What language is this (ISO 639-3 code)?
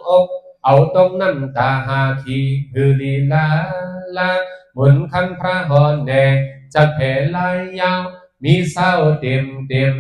shn